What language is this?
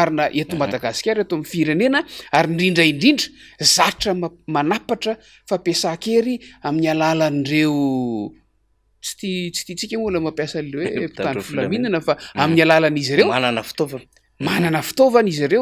Malagasy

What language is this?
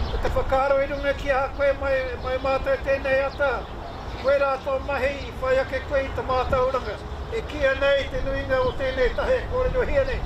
Māori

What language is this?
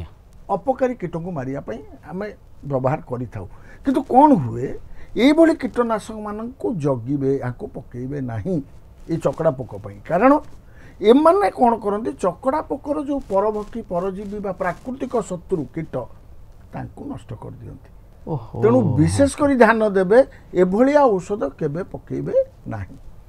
Odia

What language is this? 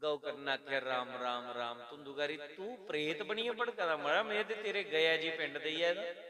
Dogri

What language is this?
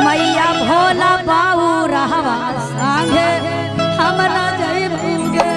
Magahi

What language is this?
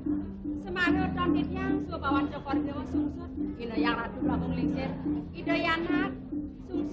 Balinese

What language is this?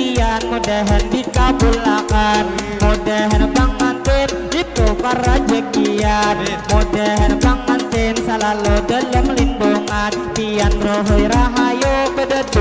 Banjar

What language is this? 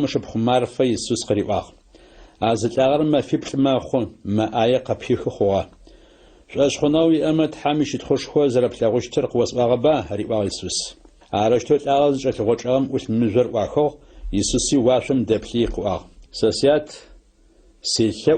Adyghe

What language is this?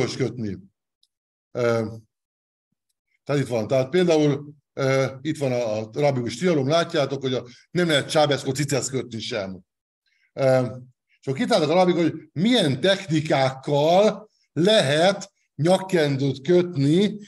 Hungarian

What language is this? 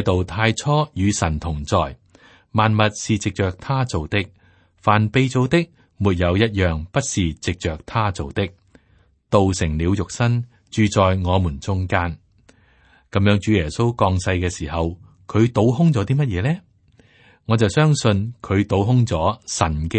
Cantonese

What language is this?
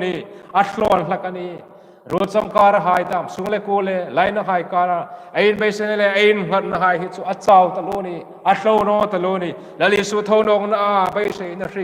Hmar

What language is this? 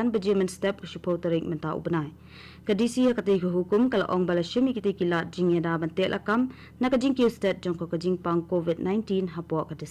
Khasi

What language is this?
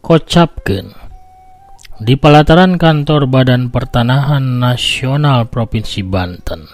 Sundanese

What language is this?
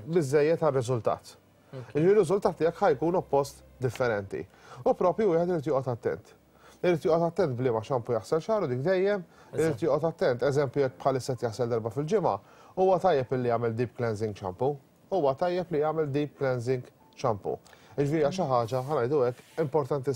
Maltese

